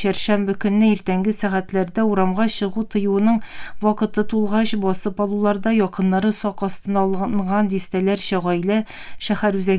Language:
Tatar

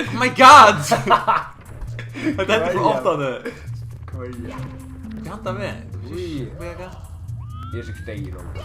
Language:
Faroese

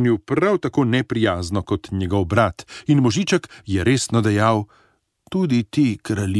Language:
Slovenian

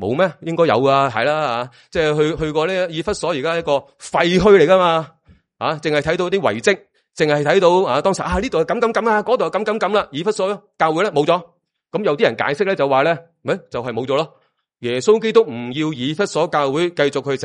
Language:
Cantonese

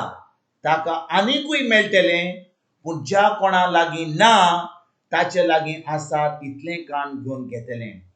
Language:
Konkani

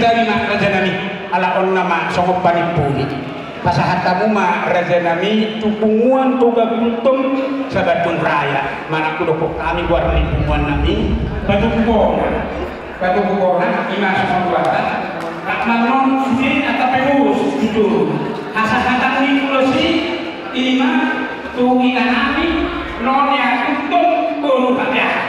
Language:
Batak Toba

